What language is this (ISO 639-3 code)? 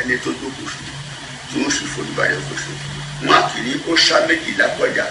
yor